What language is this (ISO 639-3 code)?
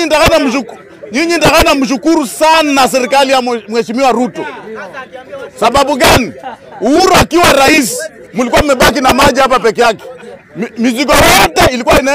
swa